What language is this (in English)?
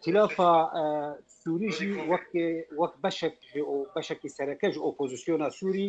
Kurdish